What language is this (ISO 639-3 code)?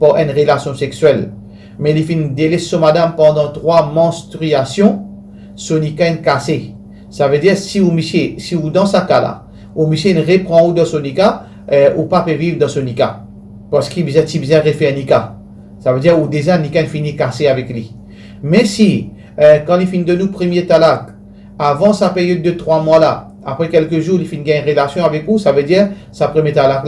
mfe